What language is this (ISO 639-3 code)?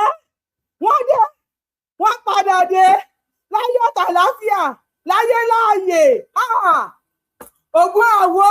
yor